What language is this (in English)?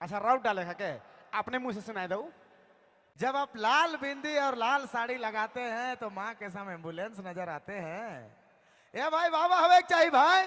Sadri